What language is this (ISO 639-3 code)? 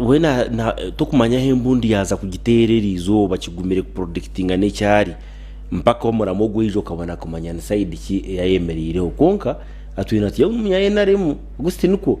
nyn